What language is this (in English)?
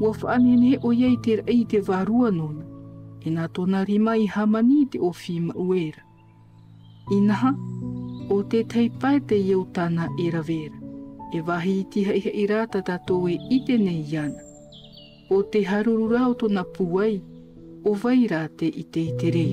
Tahitian